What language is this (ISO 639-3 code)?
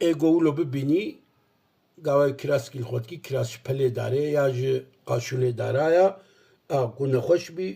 kur